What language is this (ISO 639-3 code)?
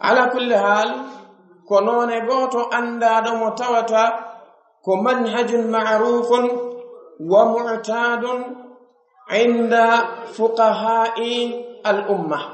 fuf